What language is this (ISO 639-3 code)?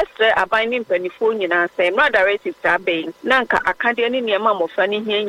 aka